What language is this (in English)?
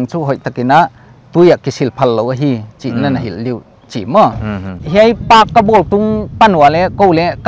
Paite Chin